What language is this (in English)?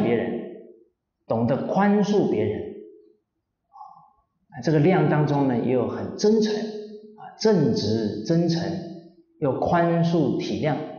Chinese